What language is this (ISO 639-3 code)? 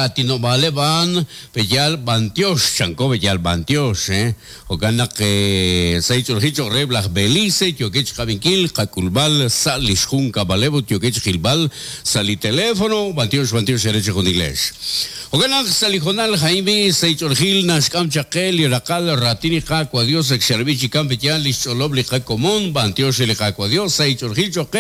kek